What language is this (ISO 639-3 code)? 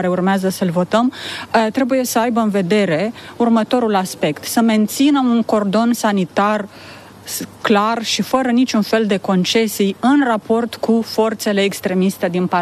ron